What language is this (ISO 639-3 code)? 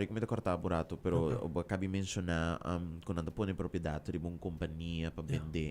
pap